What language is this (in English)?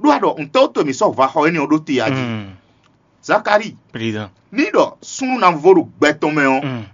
Fon